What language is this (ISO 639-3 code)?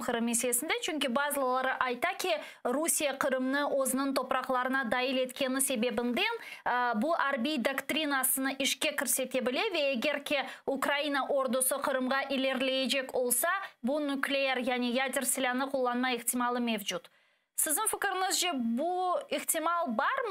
crh